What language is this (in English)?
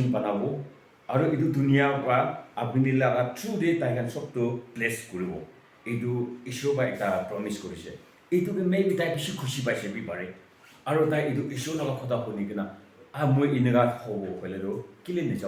Naga Pidgin